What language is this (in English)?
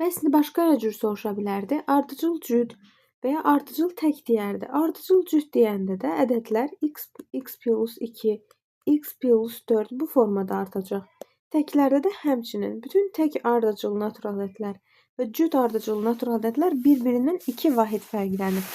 Azerbaijani